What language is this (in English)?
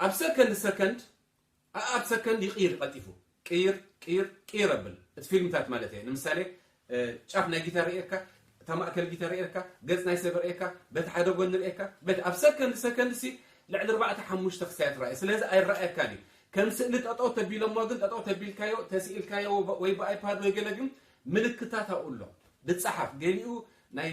Tigrinya